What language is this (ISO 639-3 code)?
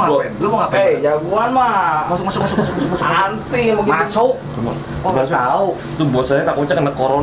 bew